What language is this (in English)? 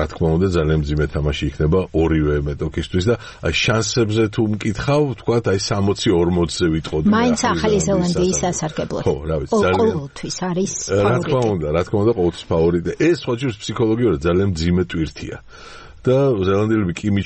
Georgian